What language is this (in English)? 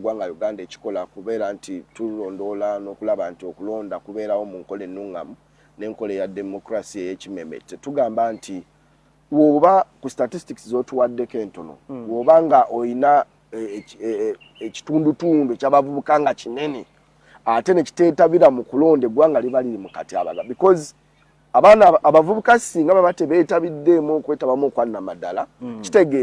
Ganda